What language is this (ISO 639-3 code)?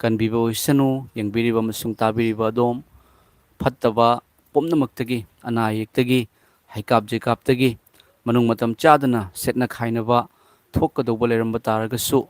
mni